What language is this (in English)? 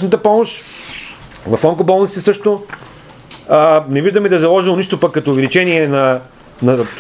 Bulgarian